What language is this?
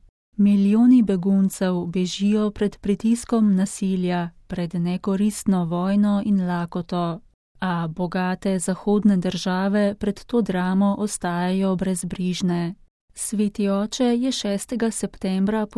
Slovenian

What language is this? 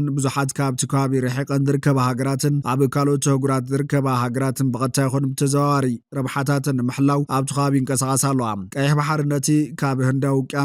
Tigrinya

